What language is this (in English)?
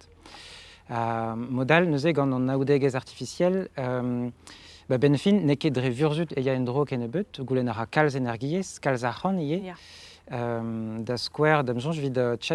Breton